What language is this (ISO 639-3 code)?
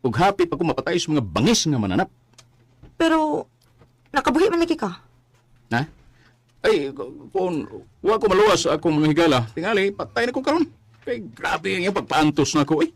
ceb